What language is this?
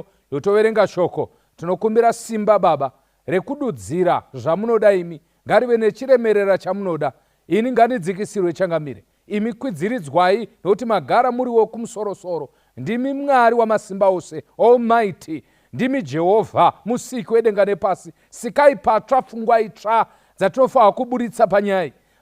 Shona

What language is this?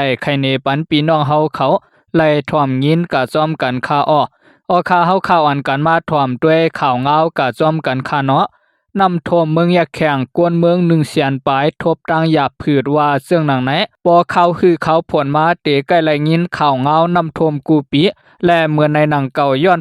Lao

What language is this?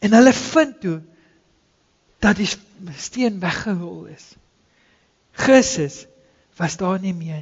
Afrikaans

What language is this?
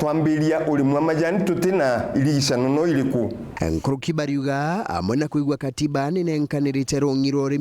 Meru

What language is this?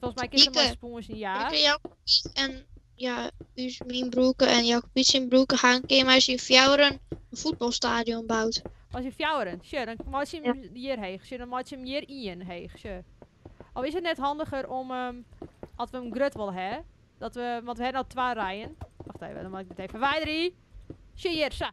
Western Frisian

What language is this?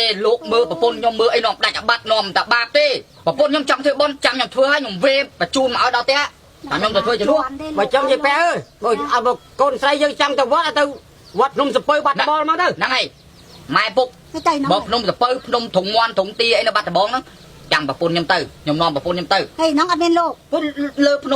Khmer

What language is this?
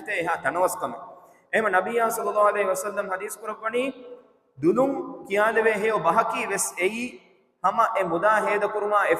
Divehi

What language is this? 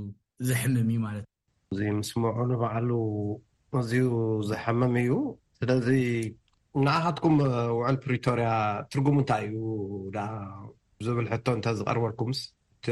Tigrinya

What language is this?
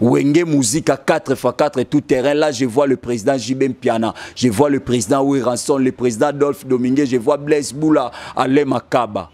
Lingala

